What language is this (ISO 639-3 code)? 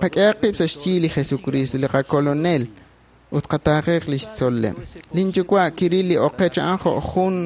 kek